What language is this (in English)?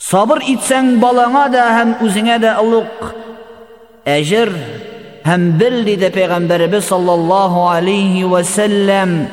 Tatar